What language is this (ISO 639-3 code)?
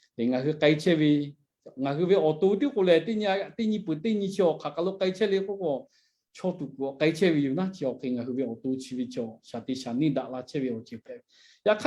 lhu